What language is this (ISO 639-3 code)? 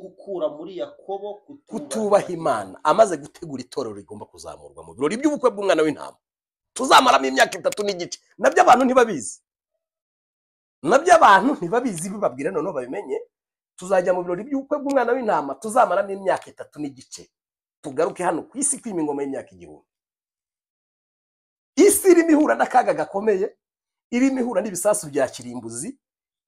kin